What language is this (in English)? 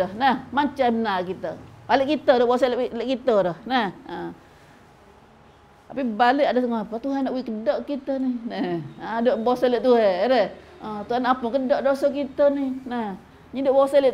Malay